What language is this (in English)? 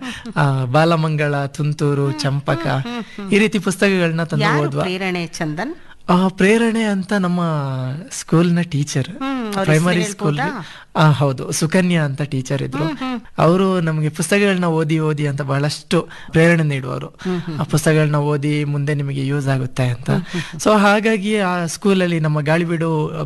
Kannada